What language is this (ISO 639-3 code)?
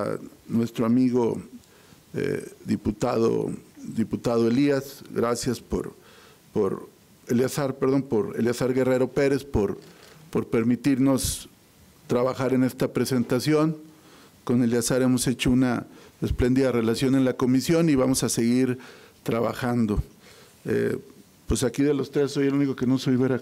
spa